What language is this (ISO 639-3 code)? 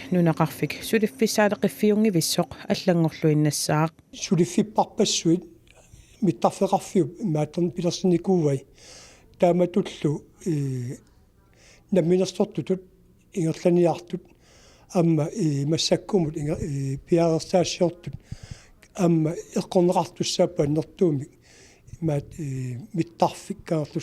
kal